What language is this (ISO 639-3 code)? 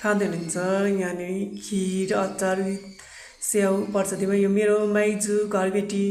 nep